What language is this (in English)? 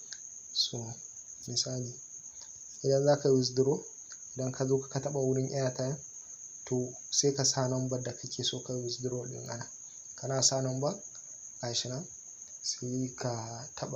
Hausa